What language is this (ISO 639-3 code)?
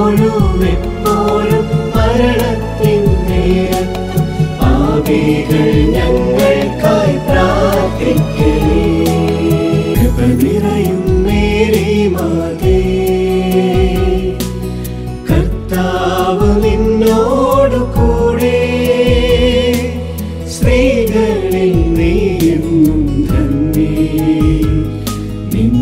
mal